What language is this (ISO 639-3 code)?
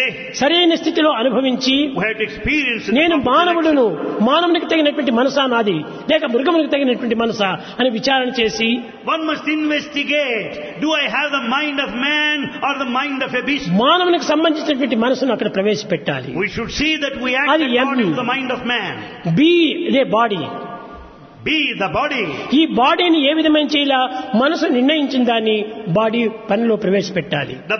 tel